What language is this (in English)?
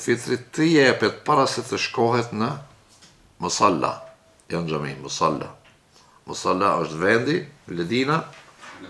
Albanian